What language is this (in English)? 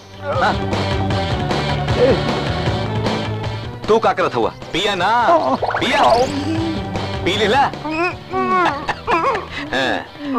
Bhojpuri